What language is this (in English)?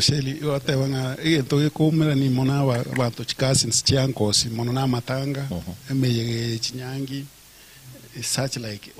Gusii